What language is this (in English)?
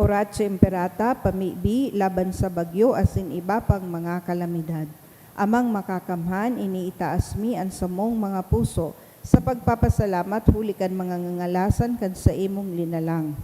Bikol